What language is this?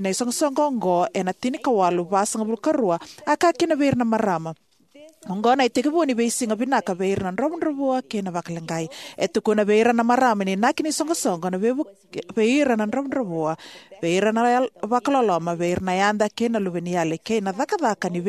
Fijian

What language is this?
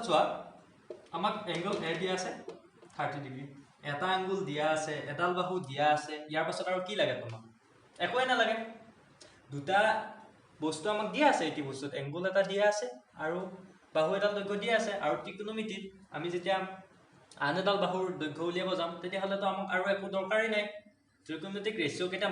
Assamese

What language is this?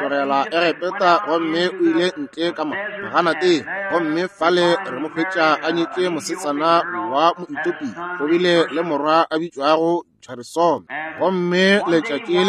Northern Sotho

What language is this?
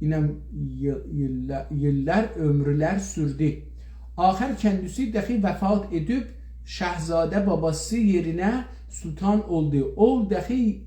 South Azerbaijani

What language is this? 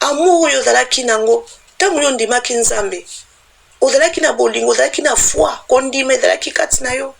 Lingala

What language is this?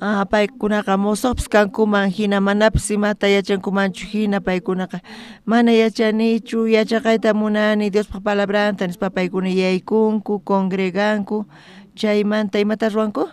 South Bolivian Quechua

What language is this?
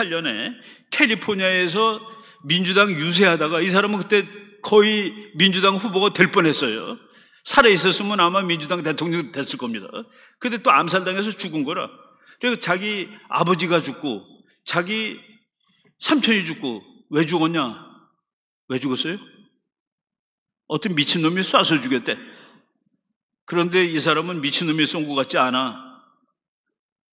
Korean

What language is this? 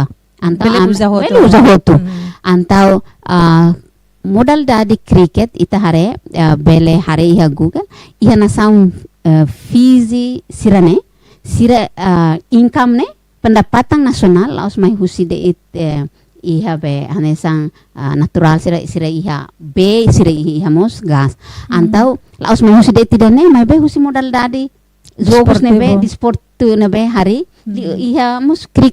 Tetum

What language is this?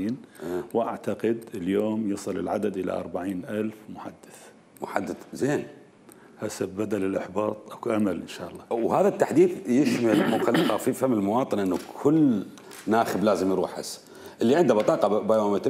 Mesopotamian Arabic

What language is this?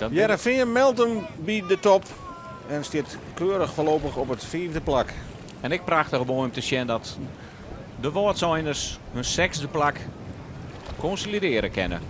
Western Frisian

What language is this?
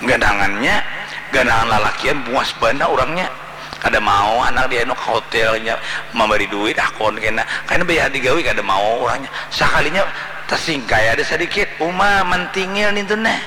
Banjar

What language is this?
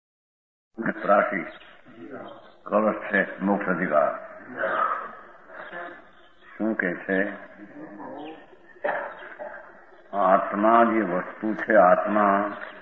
Gujarati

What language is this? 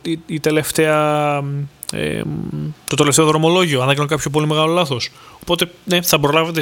Greek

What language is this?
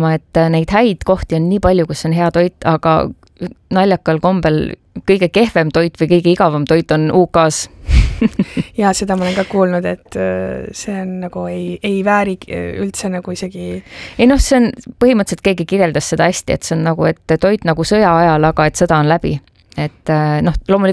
Estonian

